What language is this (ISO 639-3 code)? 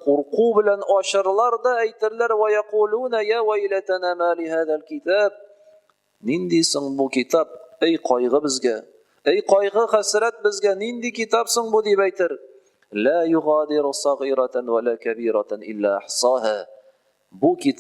tat